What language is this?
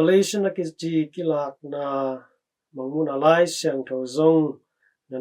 Tedim Chin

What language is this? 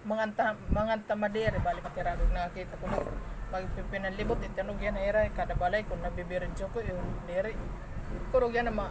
Waray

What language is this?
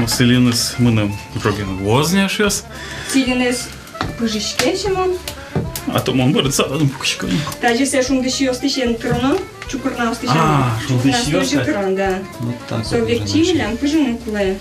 Udmurt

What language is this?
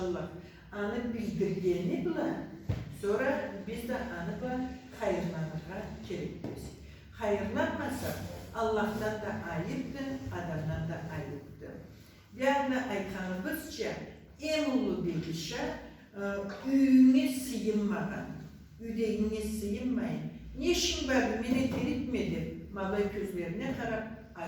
Karachay-Balkar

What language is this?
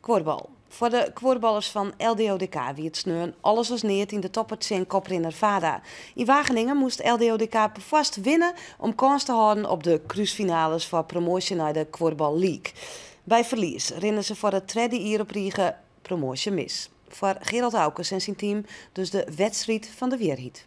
Western Frisian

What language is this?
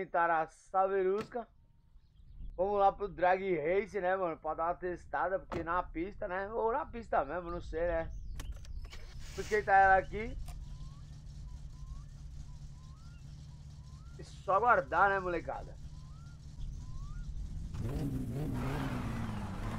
Portuguese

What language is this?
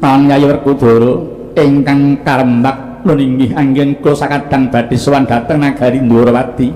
Javanese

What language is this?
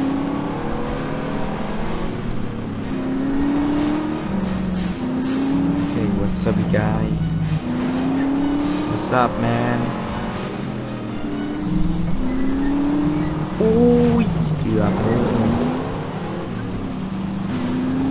Thai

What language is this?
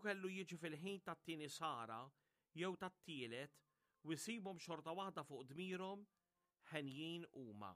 Maltese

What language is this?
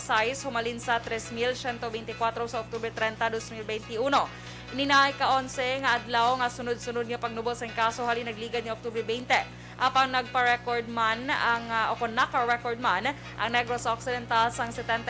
Hiligaynon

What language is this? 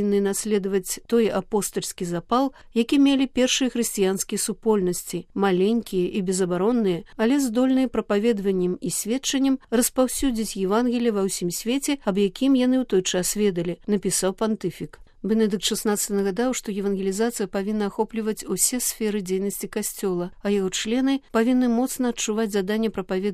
Belarusian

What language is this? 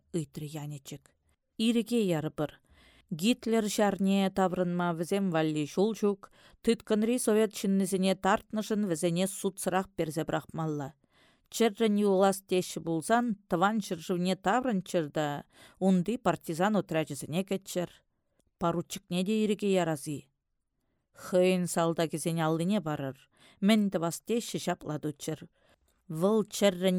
Chuvash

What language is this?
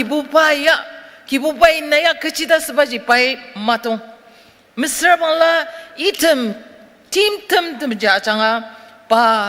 Ao Naga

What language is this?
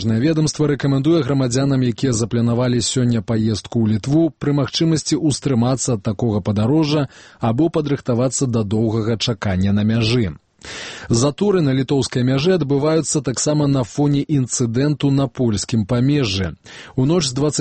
Belarusian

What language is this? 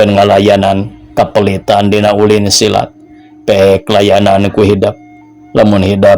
Sundanese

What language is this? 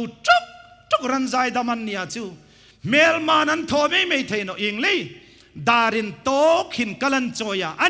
Hmar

